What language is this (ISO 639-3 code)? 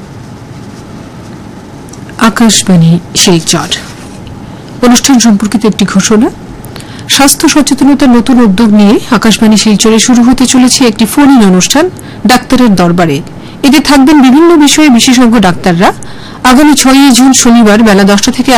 ben